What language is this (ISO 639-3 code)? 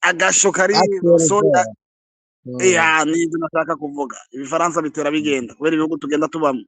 run